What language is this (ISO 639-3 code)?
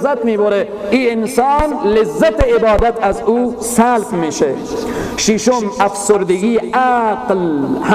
fas